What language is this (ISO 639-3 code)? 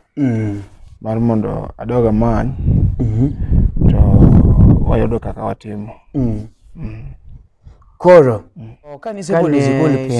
luo